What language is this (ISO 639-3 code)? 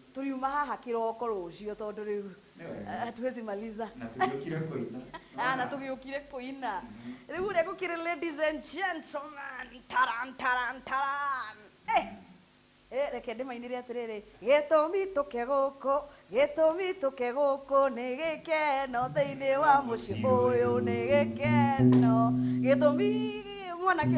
kik